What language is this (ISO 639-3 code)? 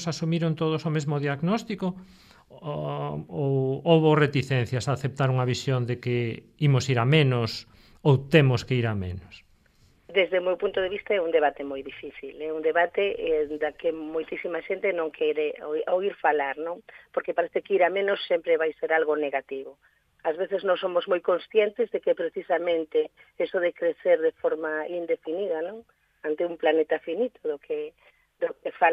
glg